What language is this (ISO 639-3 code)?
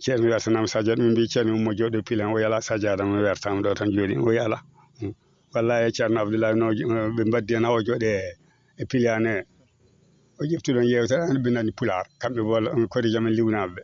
ful